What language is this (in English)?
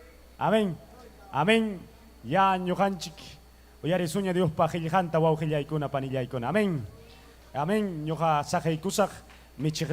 Ayacucho Quechua